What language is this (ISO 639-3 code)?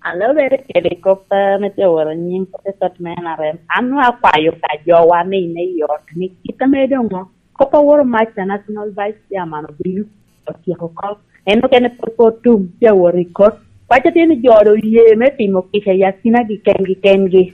laj